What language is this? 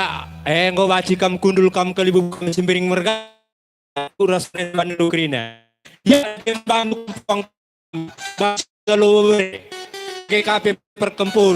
Batak Karo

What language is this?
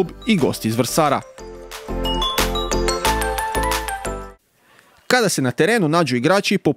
Croatian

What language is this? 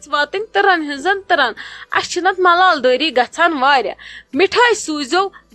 Kashmiri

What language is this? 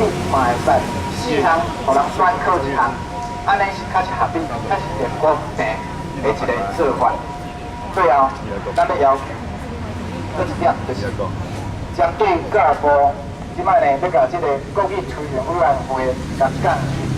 Min Nan Chinese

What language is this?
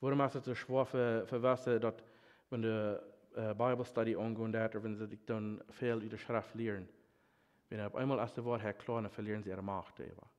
Plautdietsch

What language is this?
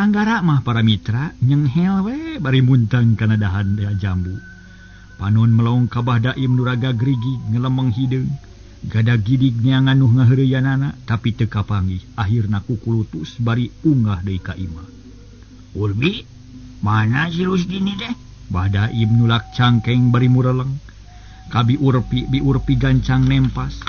Sundanese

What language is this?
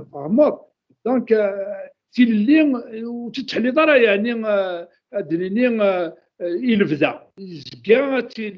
Kabyle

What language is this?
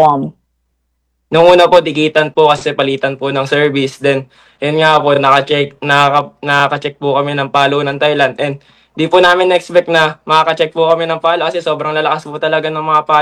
Filipino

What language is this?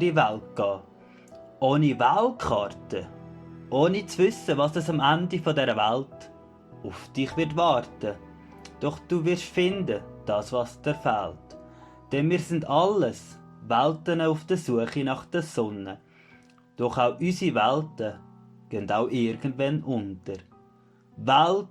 Swiss German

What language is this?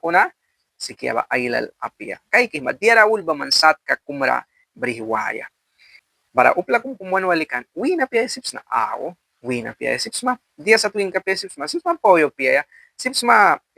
Mískito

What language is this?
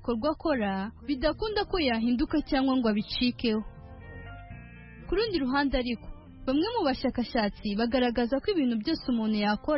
Kinyarwanda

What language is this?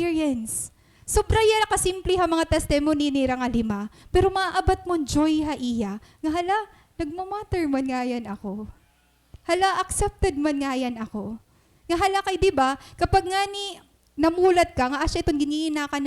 Waray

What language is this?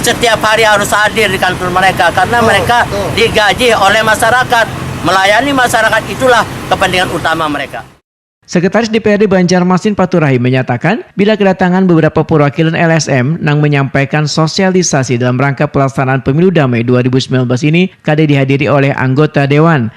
Banjar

